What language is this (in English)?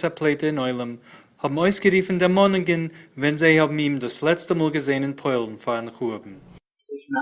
Yiddish